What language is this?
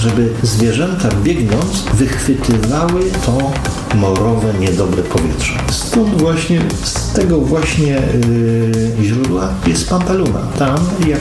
Polish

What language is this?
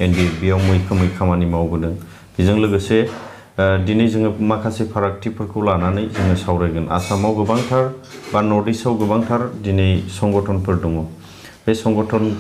Bodo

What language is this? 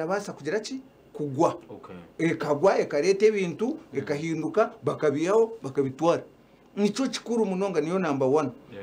Nyankole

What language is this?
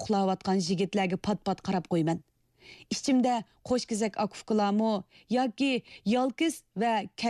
Uyghur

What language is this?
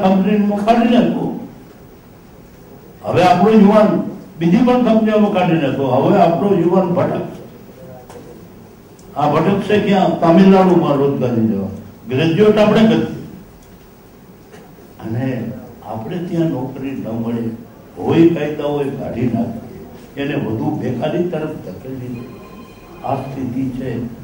Gujarati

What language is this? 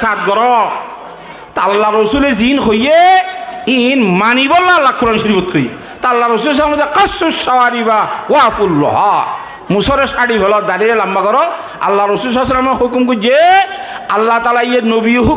Rohingya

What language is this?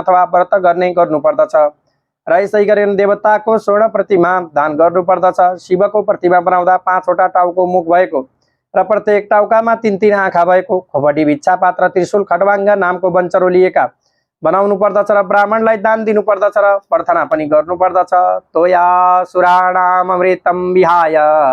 Nepali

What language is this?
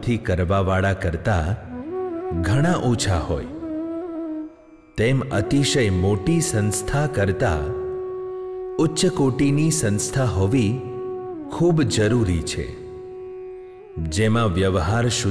Gujarati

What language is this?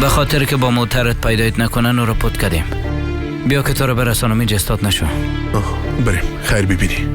Persian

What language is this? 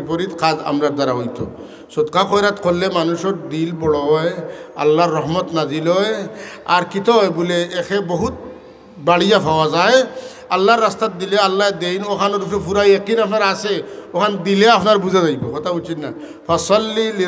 Sylheti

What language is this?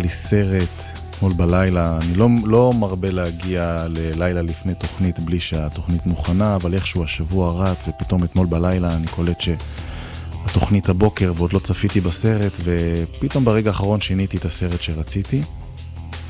Hebrew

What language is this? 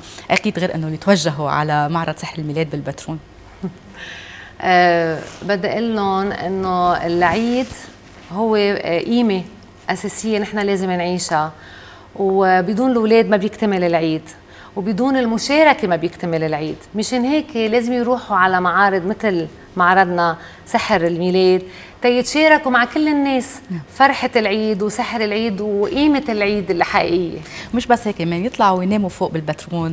North Levantine Arabic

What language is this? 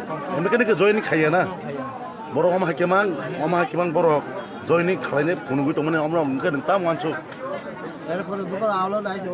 Kok Borok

